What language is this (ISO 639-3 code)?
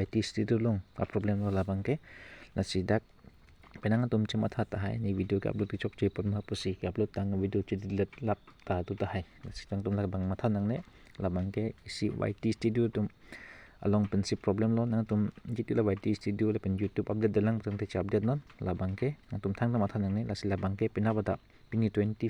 mjw